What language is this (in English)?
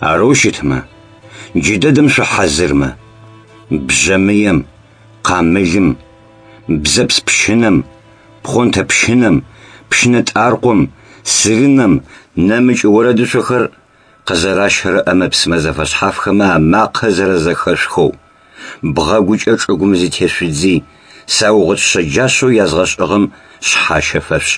Adyghe